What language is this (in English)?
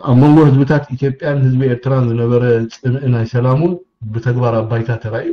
Tigrinya